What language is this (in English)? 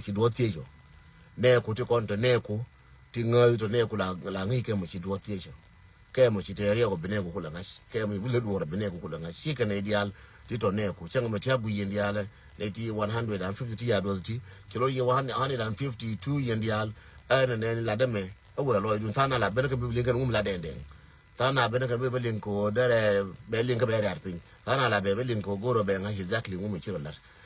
Nuer